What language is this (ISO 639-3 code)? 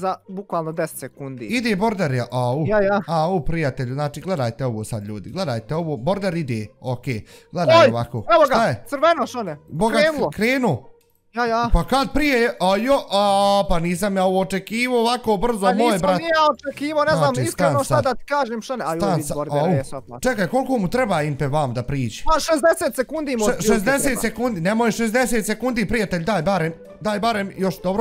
bos